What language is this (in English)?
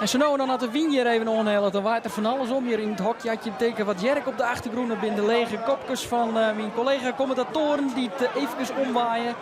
Western Frisian